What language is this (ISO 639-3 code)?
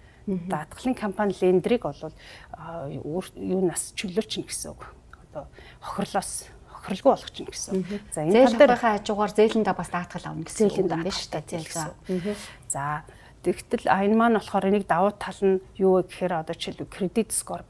mon